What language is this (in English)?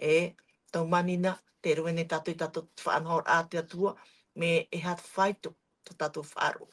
Tahitian